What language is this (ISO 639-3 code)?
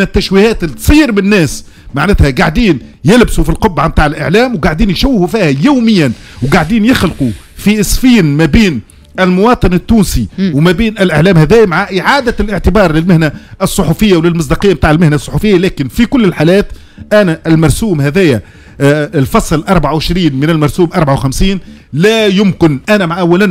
aeb